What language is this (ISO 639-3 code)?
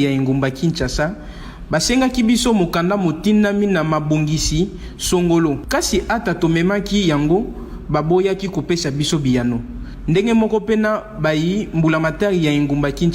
lin